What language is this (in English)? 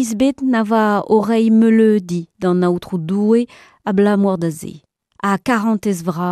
Breton